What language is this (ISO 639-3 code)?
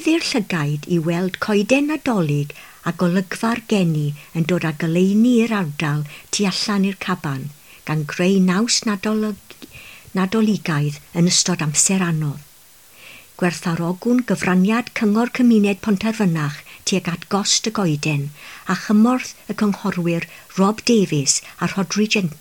cym